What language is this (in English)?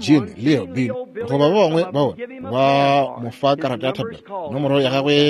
Northern Sotho